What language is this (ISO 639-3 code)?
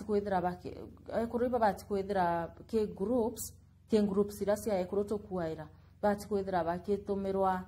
mer